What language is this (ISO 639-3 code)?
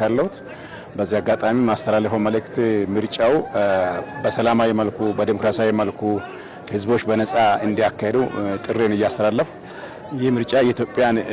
amh